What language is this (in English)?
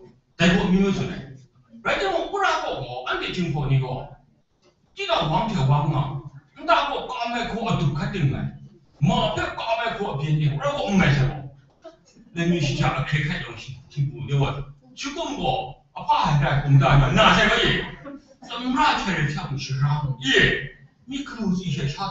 Kachin